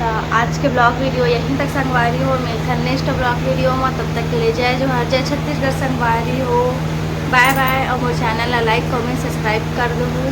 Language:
Chhattisgarhi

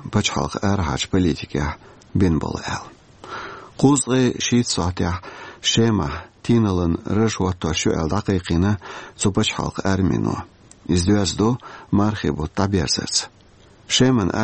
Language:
Chechen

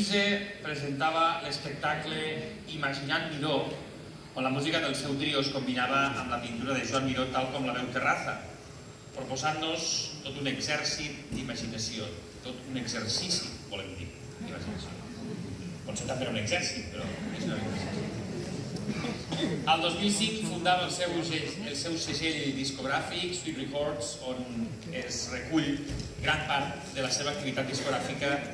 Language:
Catalan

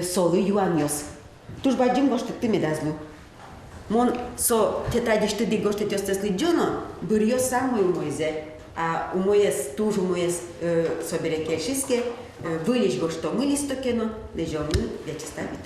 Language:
Udmurt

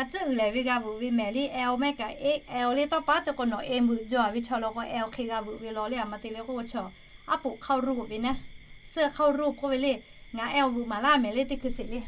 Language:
Lahu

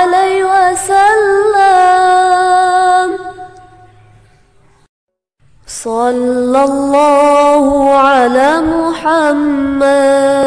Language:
Arabic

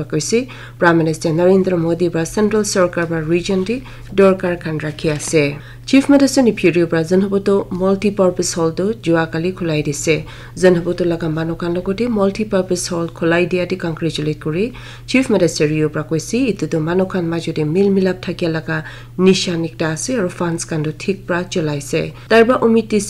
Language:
Naga Pidgin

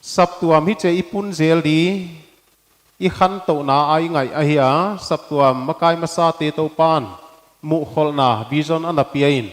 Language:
Paite Chin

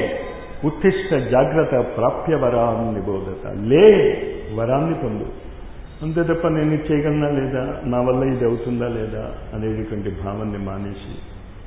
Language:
Telugu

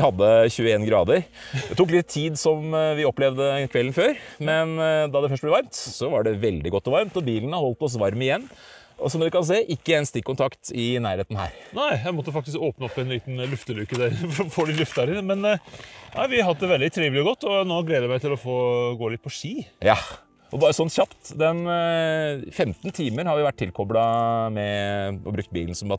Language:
Norwegian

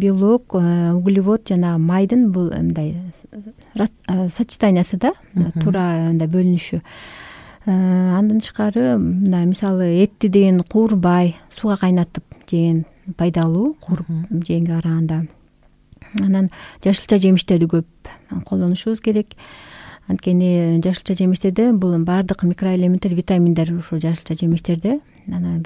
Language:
Kyrgyz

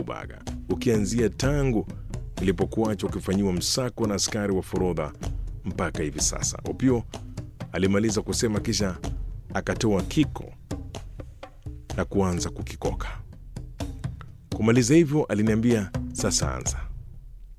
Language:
Swahili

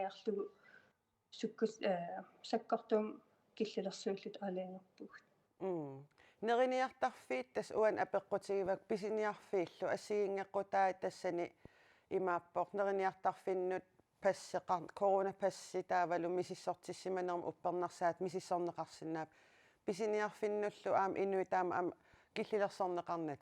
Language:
Kalaallisut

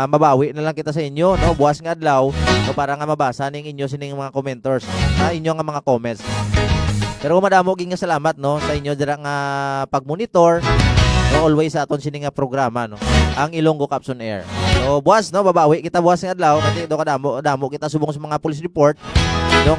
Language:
Hiligaynon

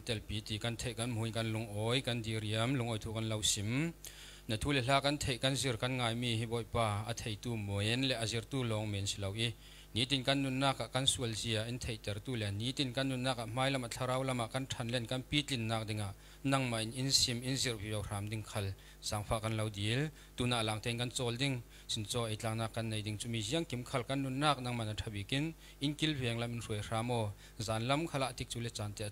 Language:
Falam Chin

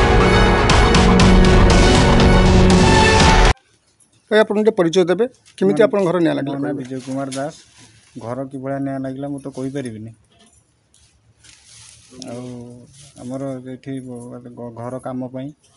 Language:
Odia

